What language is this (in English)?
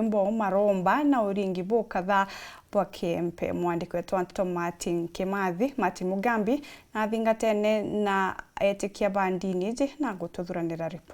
Meru